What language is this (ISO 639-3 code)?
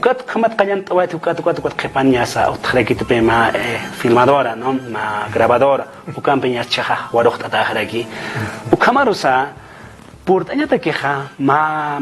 aym